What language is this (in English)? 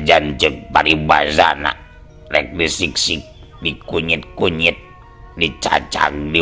Sundanese